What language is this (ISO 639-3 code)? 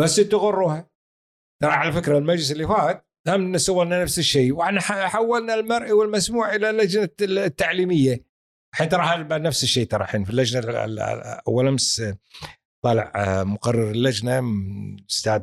afb